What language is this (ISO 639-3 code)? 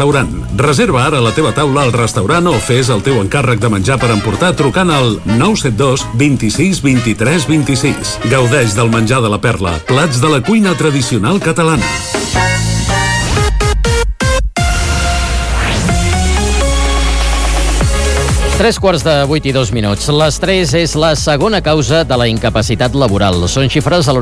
cat